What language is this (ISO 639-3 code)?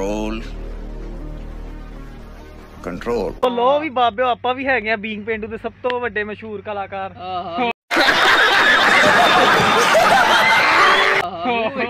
pan